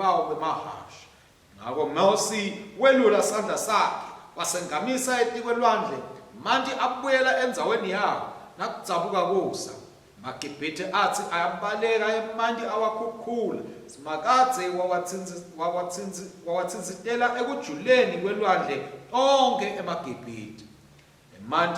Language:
Swati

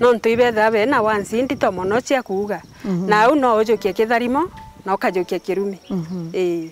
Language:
Meru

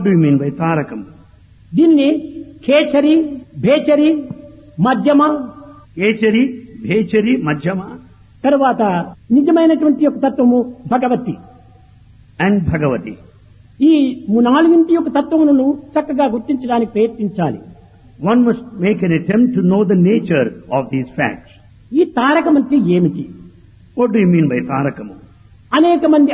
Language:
Telugu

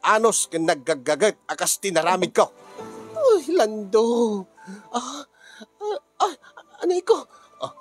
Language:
Iloko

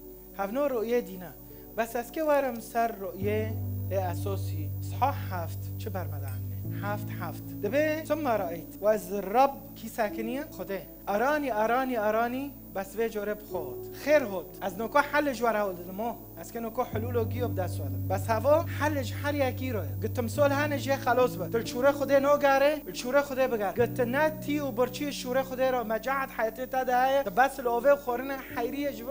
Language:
Kurdish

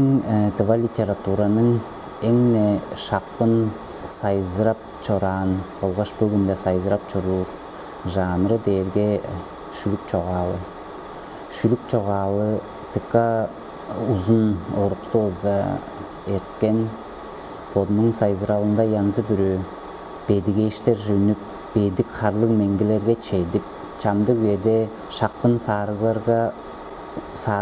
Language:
Tuvinian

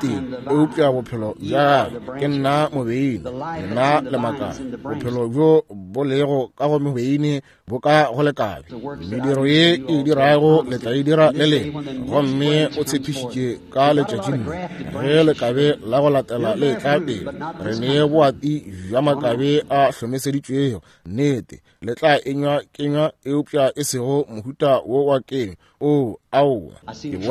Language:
Northern Sotho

